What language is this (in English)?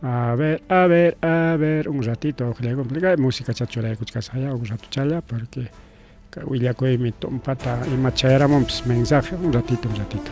Ayacucho Quechua